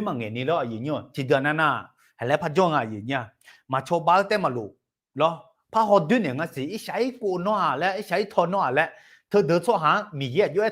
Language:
Akha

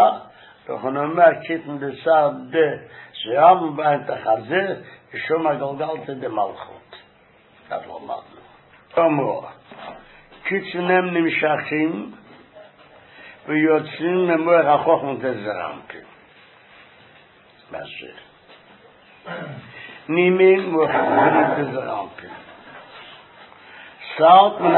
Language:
Hebrew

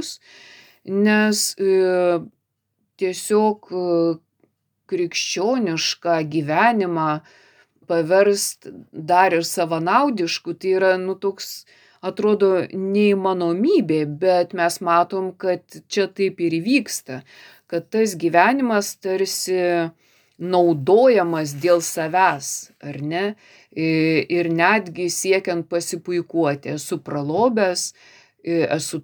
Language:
Lithuanian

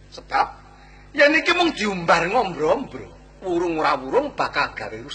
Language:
Javanese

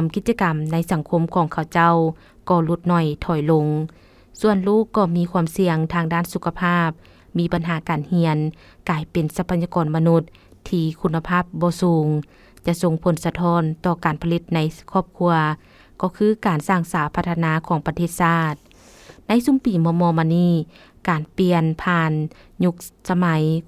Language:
Lao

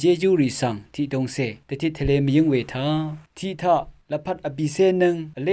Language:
Rawang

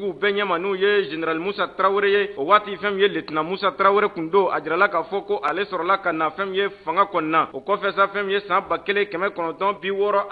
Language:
Bambara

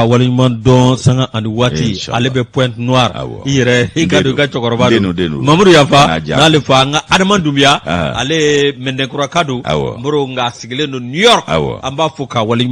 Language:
Bambara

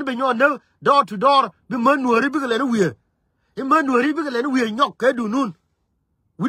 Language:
Nuer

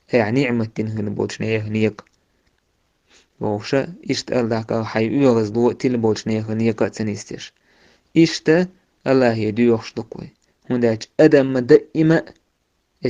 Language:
Chechen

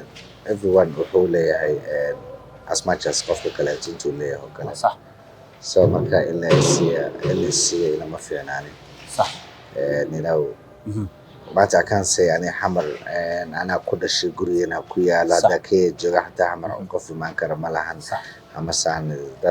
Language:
Somali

